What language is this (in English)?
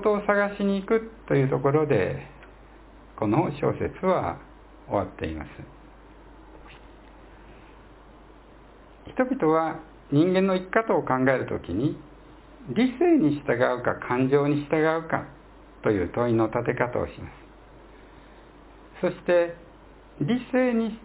Japanese